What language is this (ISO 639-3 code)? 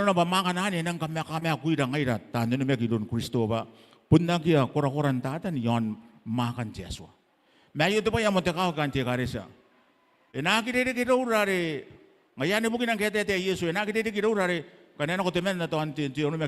gil